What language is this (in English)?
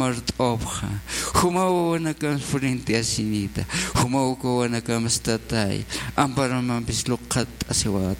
Aymara